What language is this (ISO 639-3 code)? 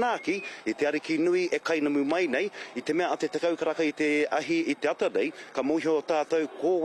mri